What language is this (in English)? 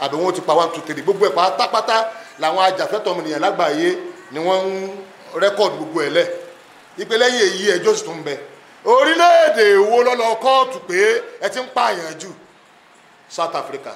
Yoruba